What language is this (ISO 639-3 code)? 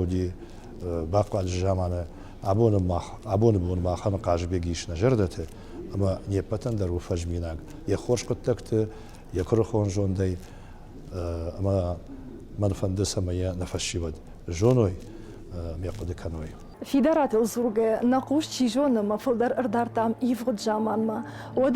oss